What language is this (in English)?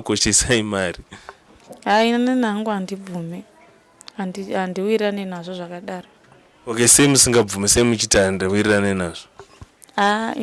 Shona